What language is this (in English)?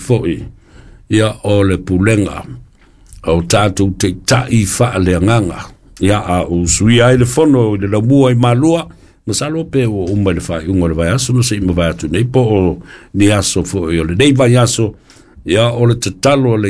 Samoan